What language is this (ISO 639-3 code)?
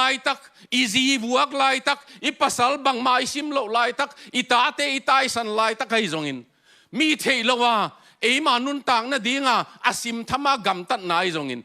ctd